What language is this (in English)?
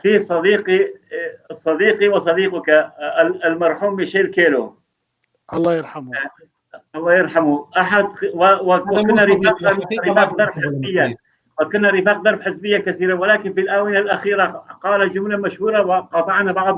North Levantine Arabic